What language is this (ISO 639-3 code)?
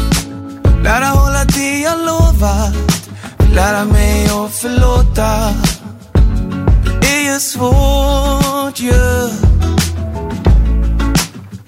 swe